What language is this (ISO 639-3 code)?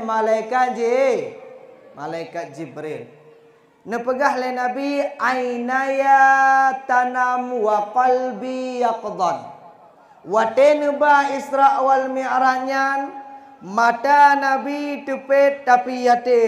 ace